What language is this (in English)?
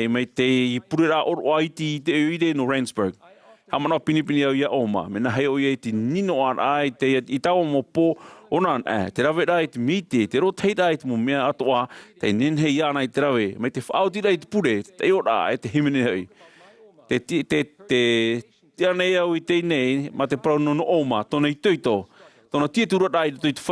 Tahitian